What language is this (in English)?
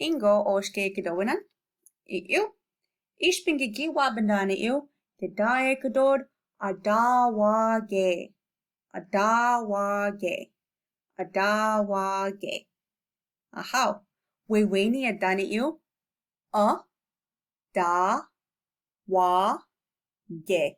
Chippewa